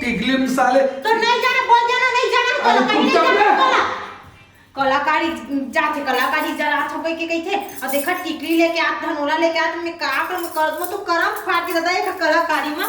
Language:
Chhattisgarhi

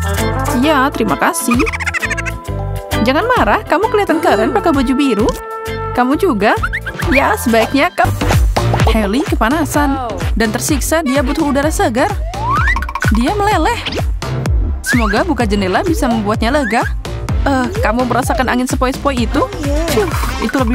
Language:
Indonesian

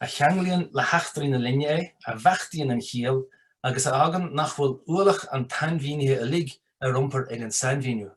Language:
Irish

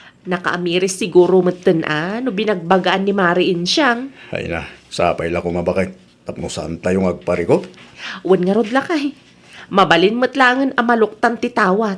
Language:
Iloko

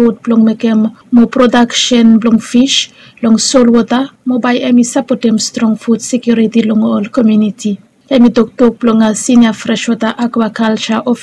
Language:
Bislama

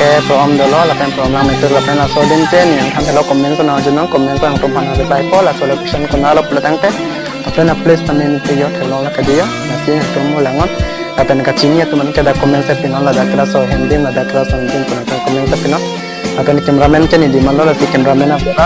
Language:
Karbi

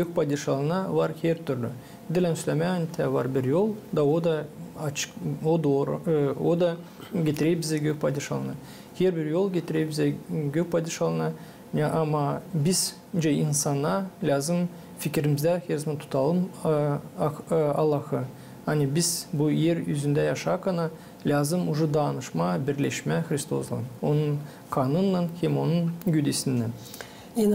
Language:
Gagauz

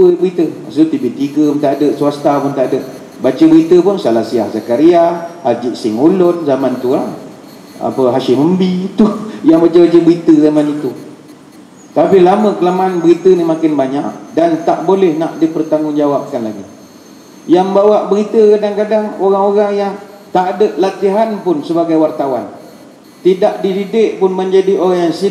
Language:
Malay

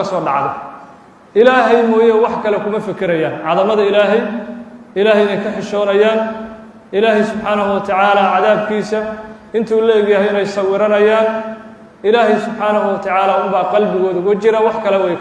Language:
Somali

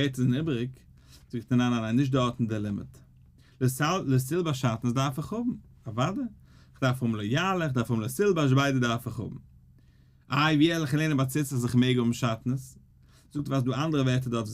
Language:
Yiddish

